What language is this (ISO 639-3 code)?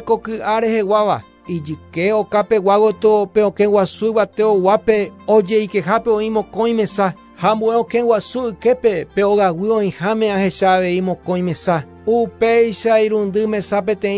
grn